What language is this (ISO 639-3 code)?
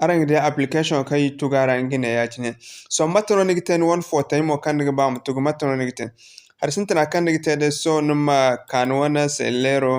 dje